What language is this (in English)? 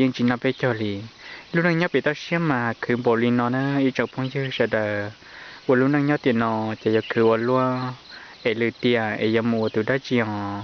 Hmong